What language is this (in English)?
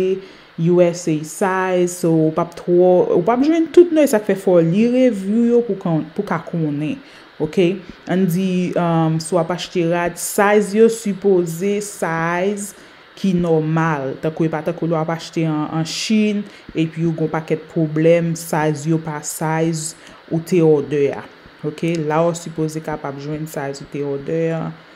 Haitian Creole